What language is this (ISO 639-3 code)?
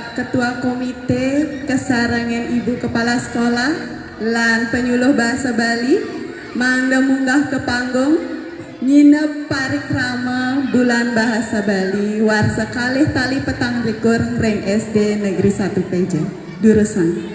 ban